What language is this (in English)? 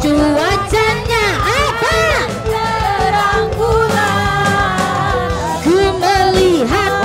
Musi